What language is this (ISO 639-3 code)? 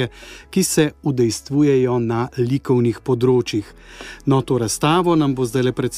slv